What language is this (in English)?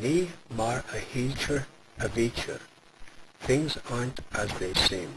Irish